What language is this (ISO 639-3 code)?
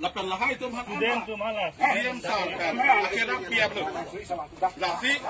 mjw